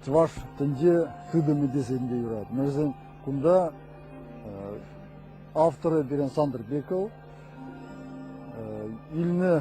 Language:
Chuvash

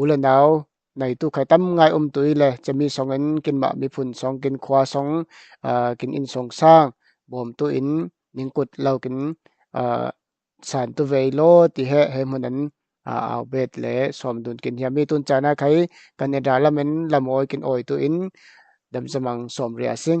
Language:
Falam Chin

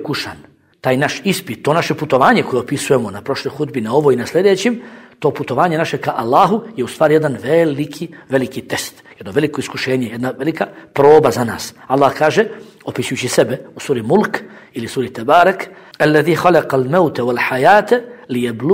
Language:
Bosnian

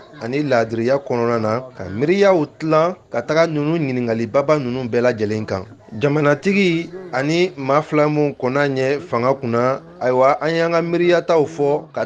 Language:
Bambara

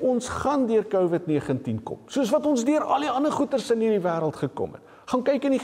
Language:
Afrikaans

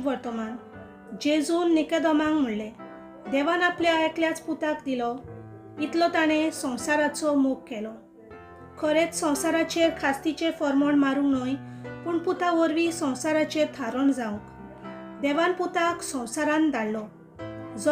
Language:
Konkani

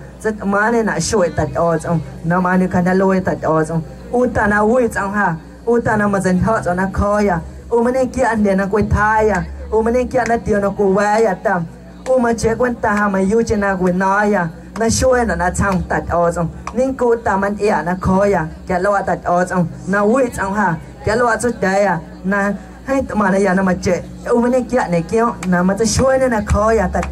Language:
Guerrero Amuzgo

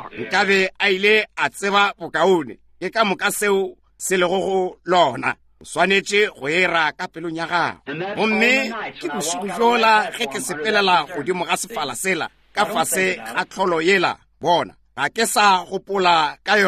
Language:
Northern Sotho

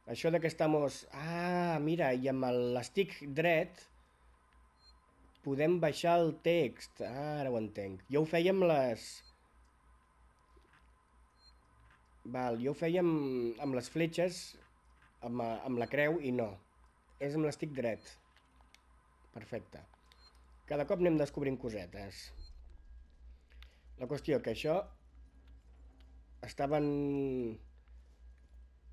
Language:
Catalan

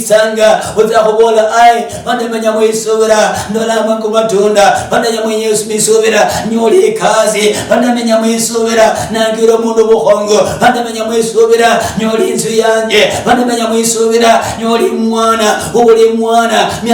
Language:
Luyia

